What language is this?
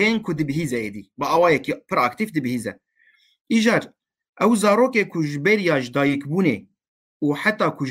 Kurdish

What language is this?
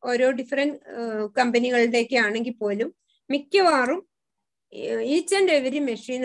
Malayalam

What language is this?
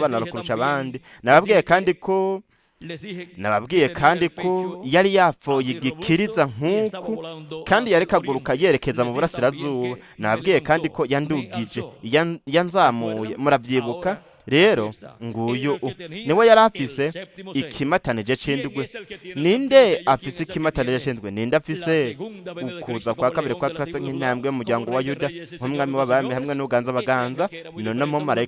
Rundi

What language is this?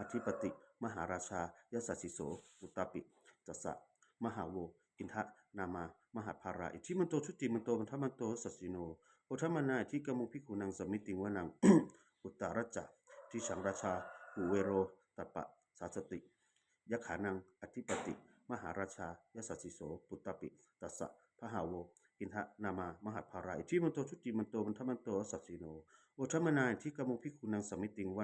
Pali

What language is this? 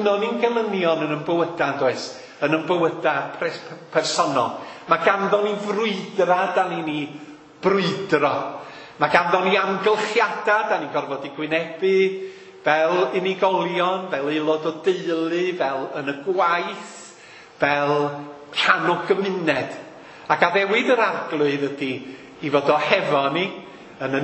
Welsh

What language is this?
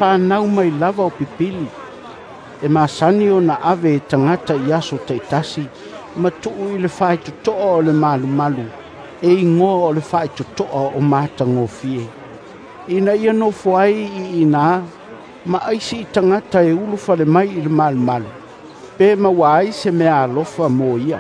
Samoan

